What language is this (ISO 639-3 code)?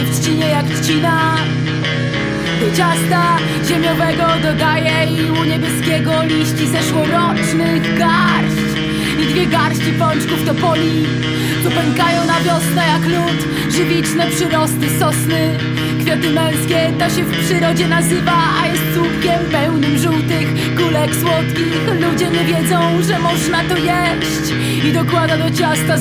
pol